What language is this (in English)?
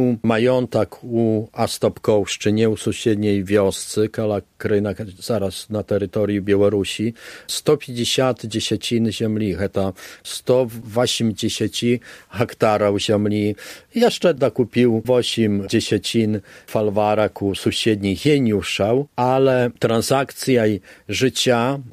Belarusian